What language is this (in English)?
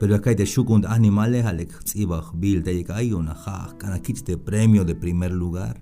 Tzeltal